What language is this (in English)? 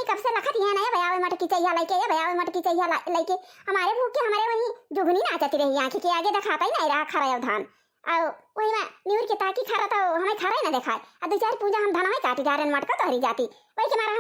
Awadhi